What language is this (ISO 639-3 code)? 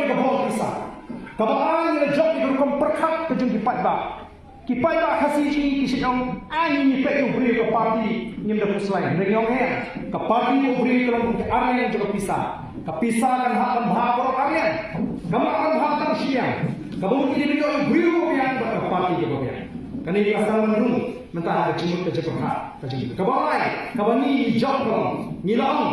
kha